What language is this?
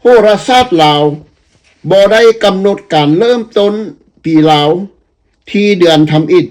Lao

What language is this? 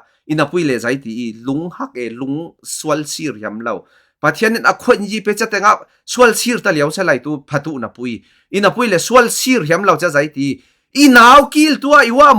Falam Chin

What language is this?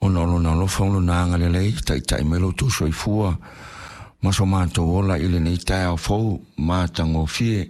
Samoan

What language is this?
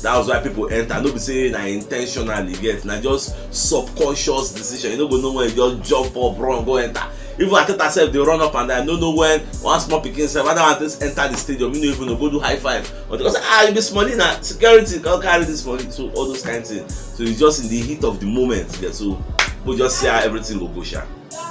Nigerian Pidgin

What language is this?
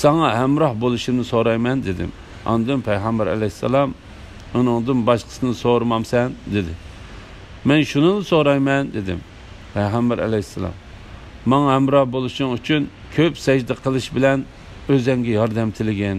Uyghur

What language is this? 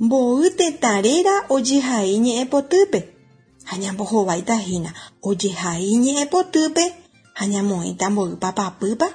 Guarani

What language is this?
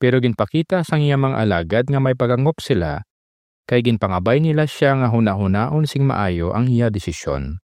Hiligaynon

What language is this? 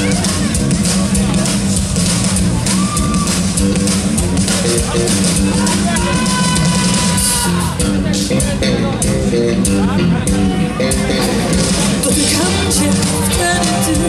Polish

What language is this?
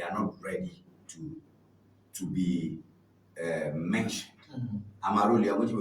Ewe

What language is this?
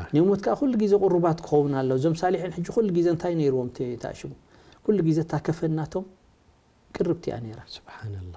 Tigrinya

